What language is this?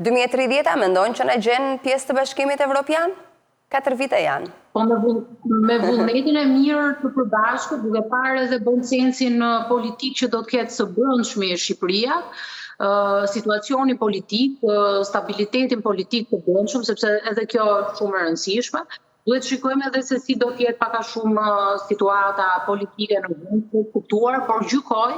Albanian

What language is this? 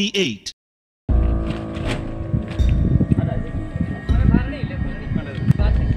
Tamil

